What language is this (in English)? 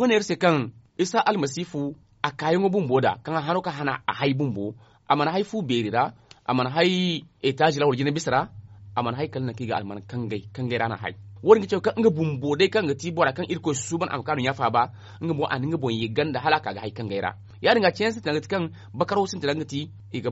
Zarma